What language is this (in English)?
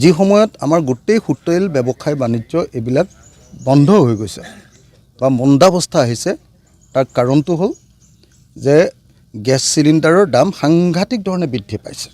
Assamese